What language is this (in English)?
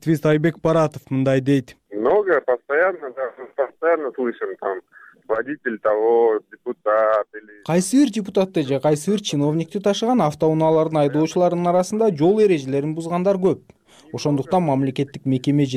Kyrgyz